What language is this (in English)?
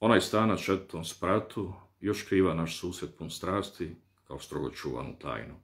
Bosnian